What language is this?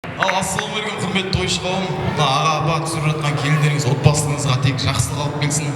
Kazakh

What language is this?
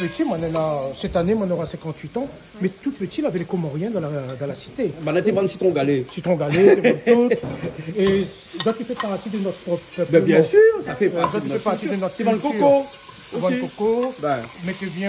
Réunion Creole French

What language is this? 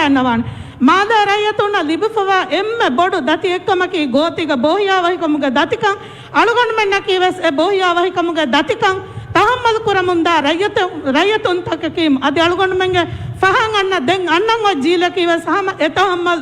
Divehi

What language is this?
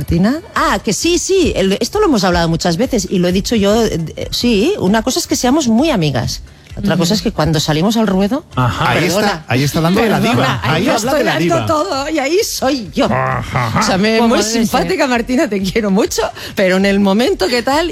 Spanish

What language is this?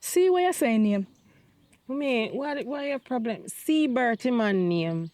Jamaican Creole English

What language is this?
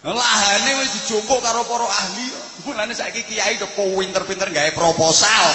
Javanese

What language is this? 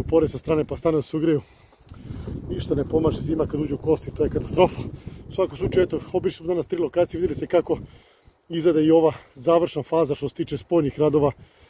Serbian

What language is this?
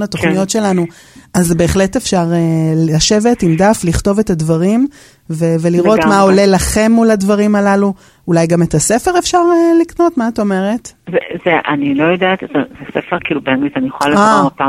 Hebrew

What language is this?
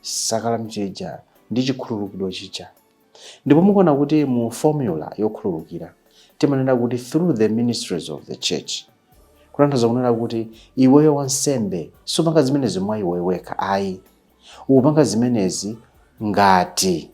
Nyanja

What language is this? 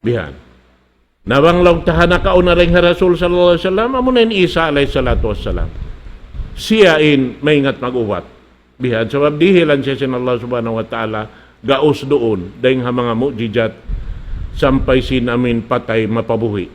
Tausug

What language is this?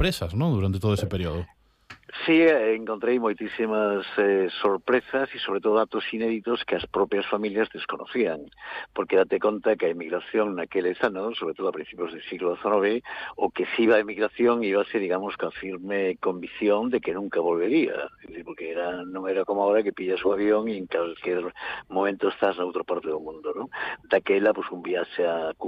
Galician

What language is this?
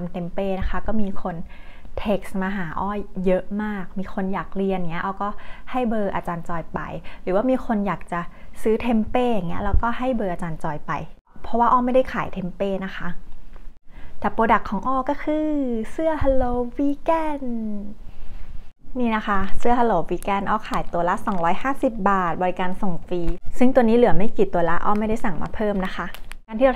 Thai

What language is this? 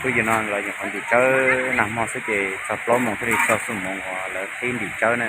Hmong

